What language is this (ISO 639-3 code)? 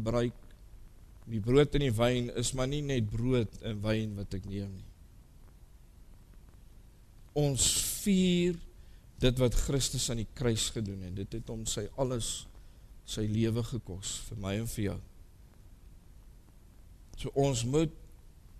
afr